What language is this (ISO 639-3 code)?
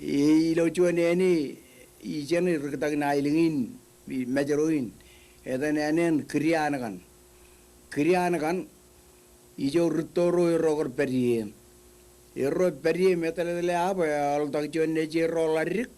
mah